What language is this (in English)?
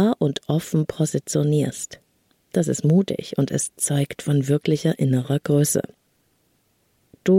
German